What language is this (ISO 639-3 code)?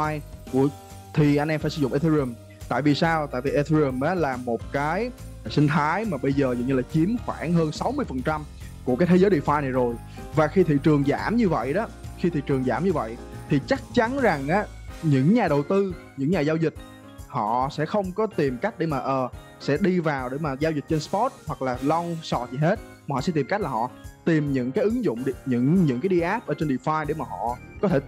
vie